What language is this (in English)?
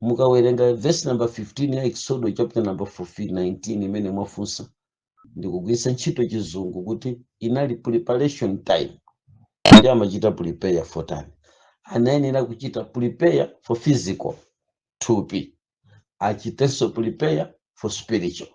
Nyanja